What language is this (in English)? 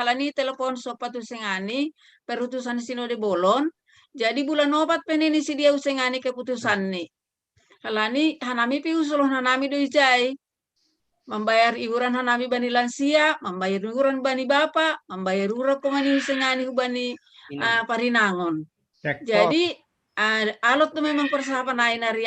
Batak Simalungun